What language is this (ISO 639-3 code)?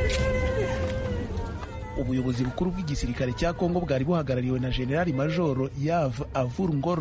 kin